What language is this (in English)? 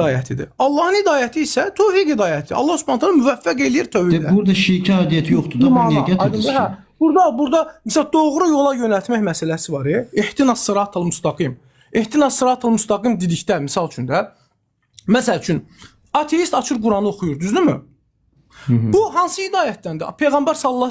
Azerbaijani